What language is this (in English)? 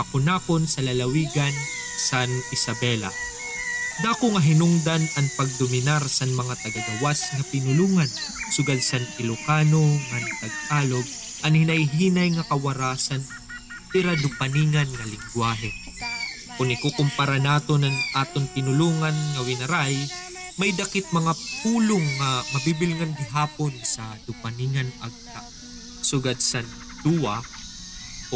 Waray